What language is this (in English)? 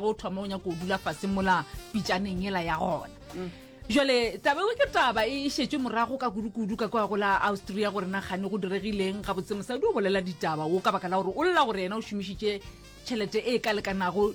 Northern Sotho